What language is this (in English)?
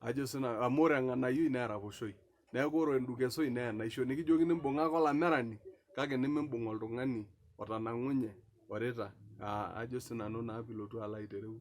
Masai